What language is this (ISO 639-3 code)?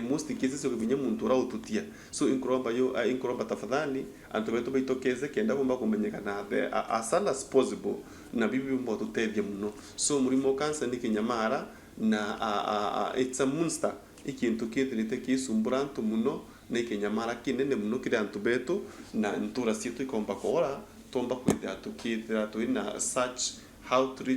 mer